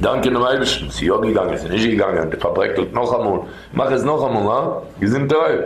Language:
Yiddish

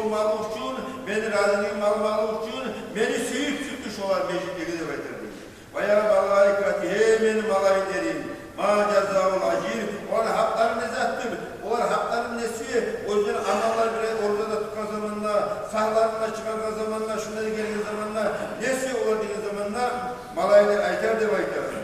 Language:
Kumyk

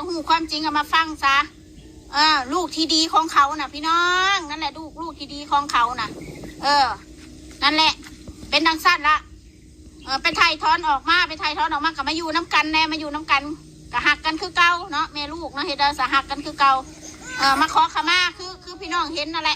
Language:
Northeastern Thai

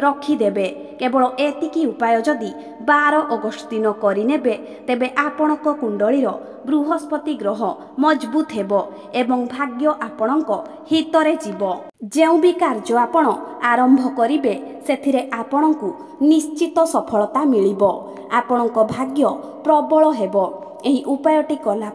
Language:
Odia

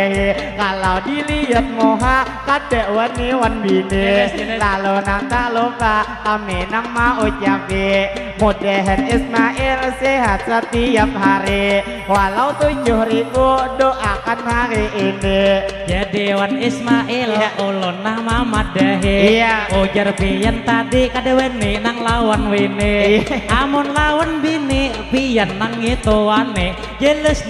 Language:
Banjar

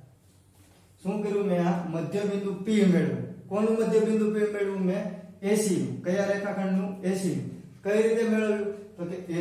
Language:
Gujarati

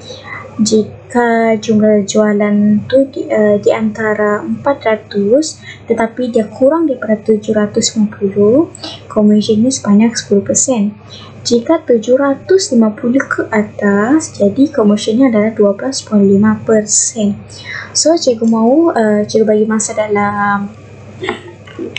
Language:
Malay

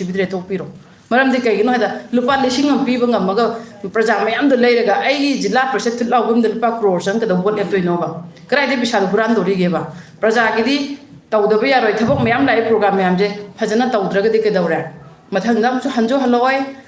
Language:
Manipuri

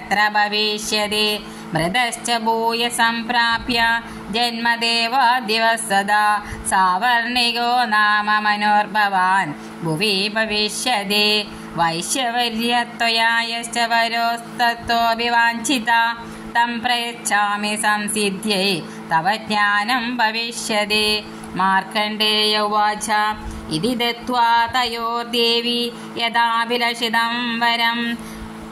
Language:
Sanskrit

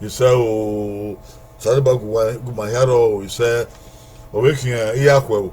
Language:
Bini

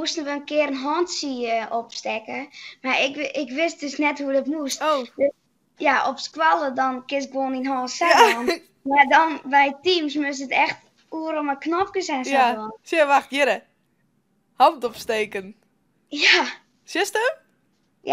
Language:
Western Frisian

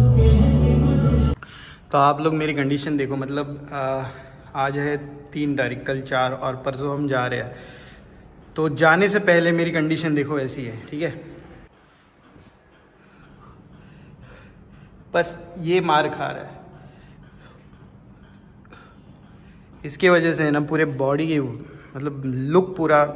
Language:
Hindi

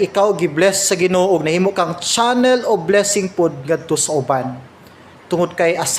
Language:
Cebuano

